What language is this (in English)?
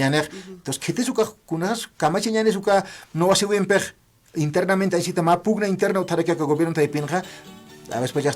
Aymara